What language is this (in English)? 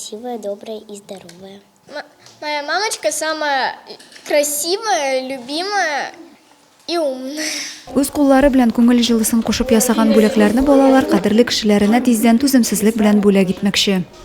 Tatar